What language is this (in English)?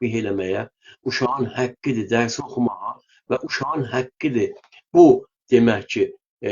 South Azerbaijani